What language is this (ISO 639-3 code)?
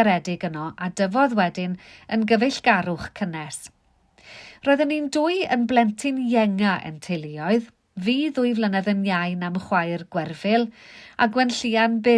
cym